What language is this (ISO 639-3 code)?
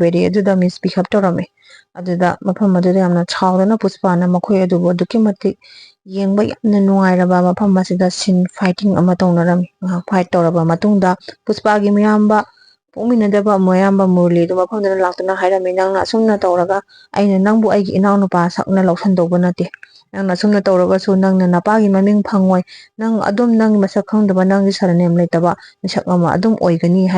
mni